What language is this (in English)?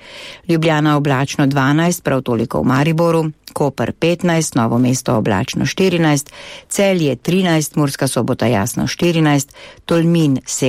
Slovenian